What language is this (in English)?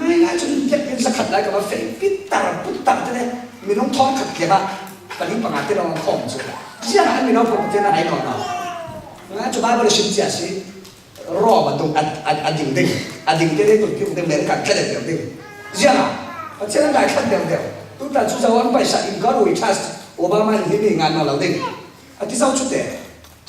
Falam Chin